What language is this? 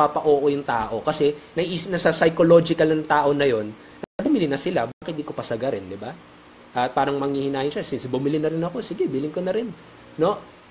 Filipino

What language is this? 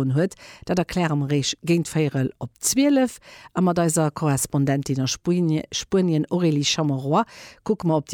Luxembourgish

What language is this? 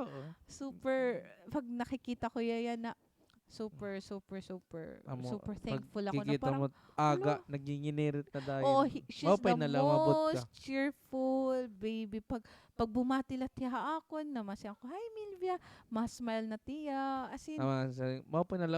Waray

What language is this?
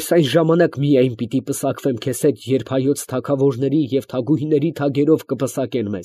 Armenian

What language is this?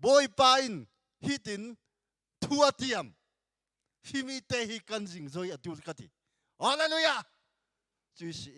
Hakha Chin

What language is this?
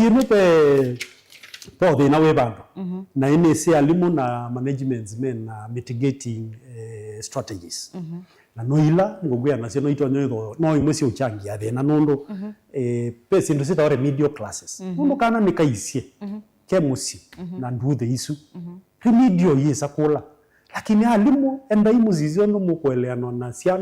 Kamba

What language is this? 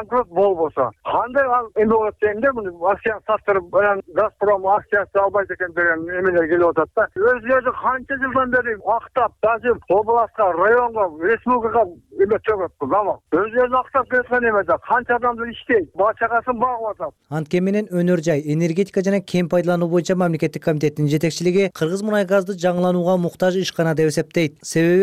Kyrgyz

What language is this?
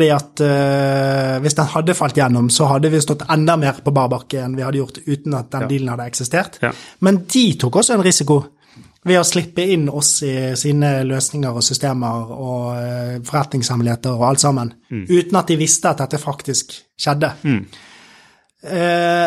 Norwegian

